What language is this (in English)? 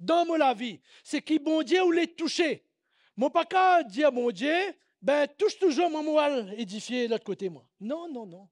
Morisyen